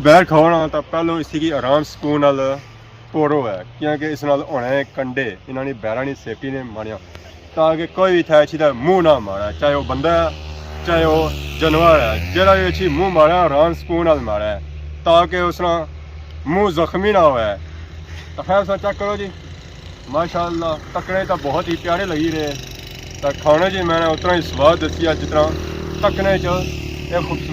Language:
Pahari-Potwari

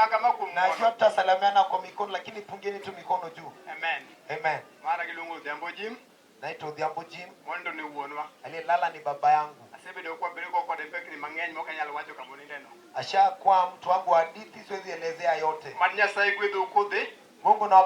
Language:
Luo (Kenya and Tanzania)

